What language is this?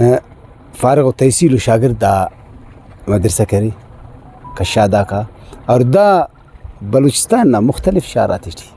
Brahui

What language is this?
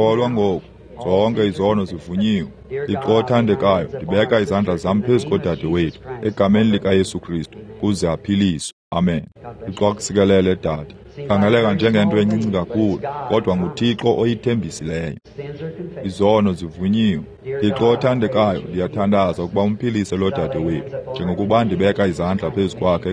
Xhosa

